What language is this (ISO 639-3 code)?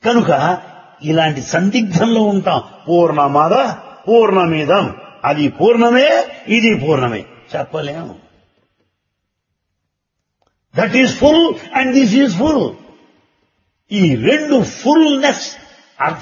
tel